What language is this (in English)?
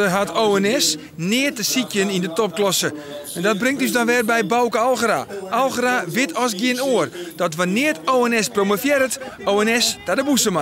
Western Frisian